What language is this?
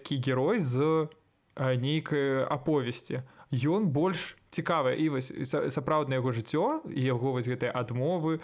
Belarusian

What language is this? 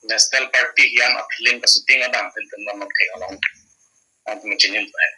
Karbi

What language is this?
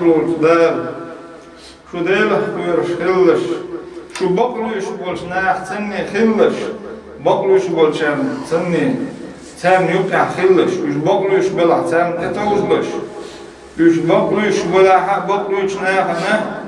Chechen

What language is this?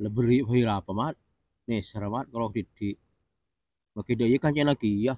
Madurese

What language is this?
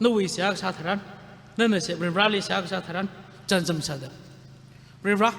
Tangkhul Naga (India)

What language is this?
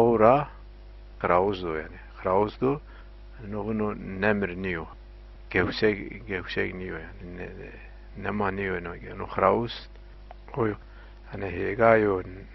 Zaza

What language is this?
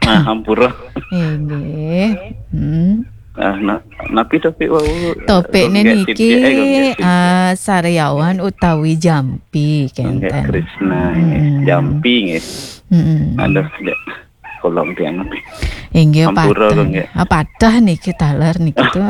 Balinese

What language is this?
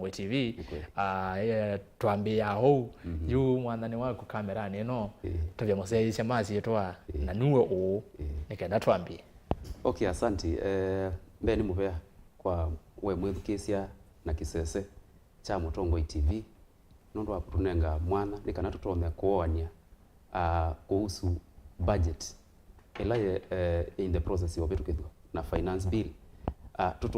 Kamba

